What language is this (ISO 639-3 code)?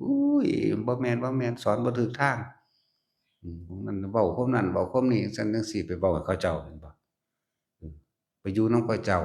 lao